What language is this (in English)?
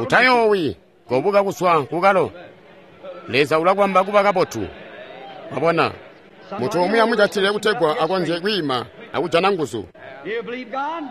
Tonga (Zambia)